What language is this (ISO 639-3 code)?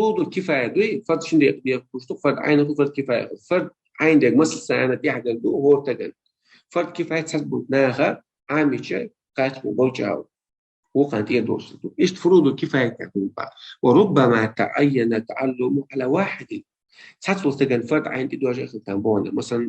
che